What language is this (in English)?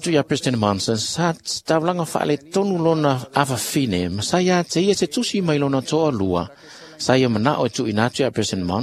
Samoan